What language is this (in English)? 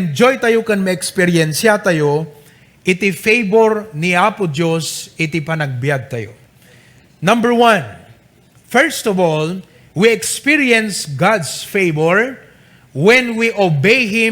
Iloko